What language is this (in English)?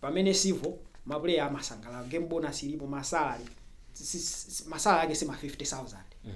Nyanja